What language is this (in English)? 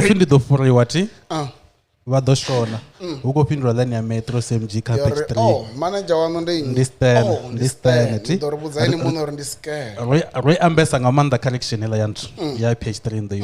Venda